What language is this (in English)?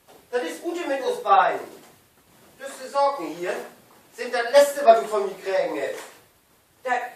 Low German